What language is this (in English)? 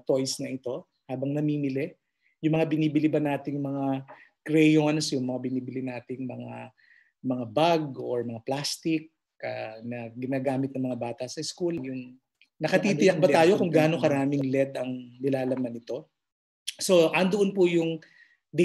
Filipino